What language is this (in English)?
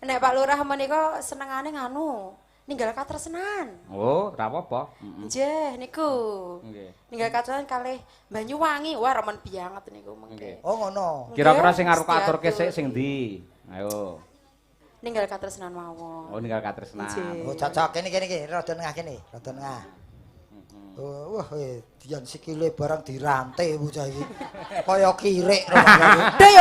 Javanese